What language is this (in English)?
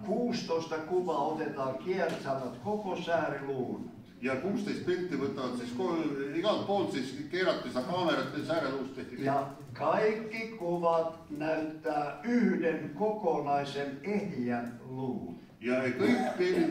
Finnish